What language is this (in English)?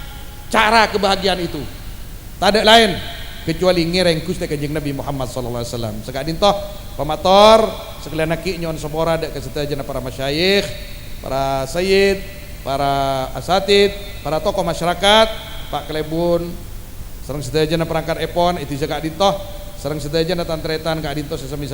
Madurese